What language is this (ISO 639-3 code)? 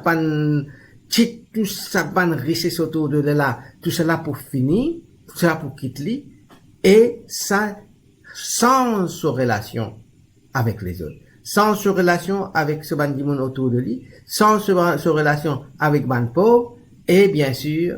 mfe